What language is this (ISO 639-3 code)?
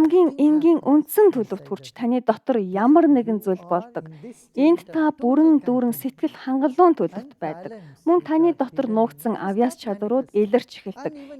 mon